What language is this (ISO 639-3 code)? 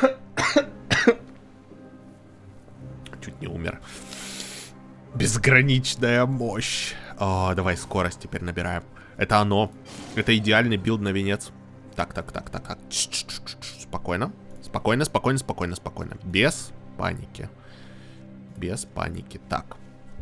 rus